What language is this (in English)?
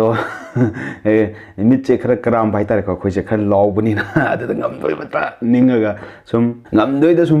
Manipuri